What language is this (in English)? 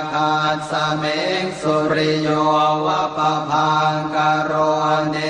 Pali